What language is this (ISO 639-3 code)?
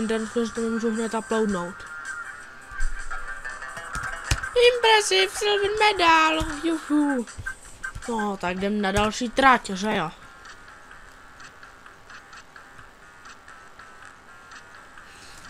ces